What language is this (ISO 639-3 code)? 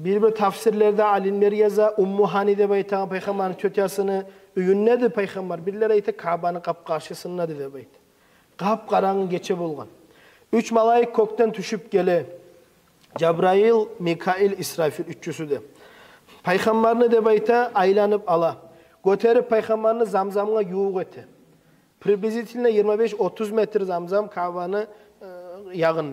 kum